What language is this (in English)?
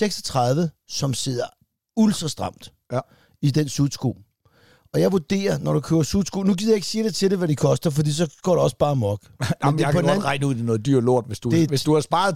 Danish